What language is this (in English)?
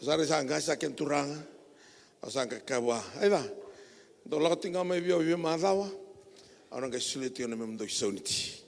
Fijian